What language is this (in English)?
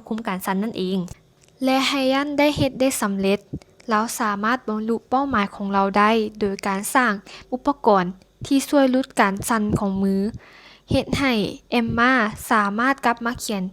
Lao